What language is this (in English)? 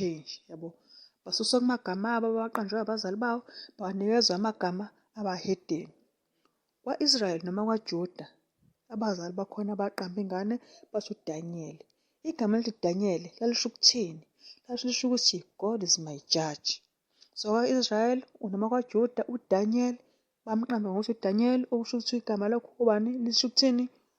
Zulu